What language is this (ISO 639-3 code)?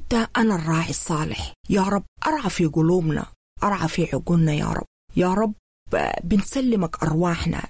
apd